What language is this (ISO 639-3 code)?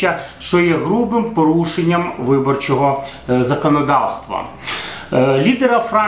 ukr